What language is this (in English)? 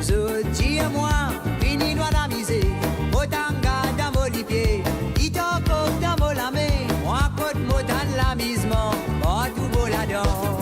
Morisyen